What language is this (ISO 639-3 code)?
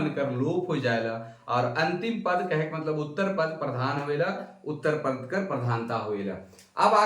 sck